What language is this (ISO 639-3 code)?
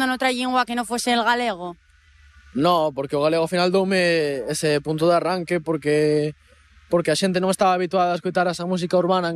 glg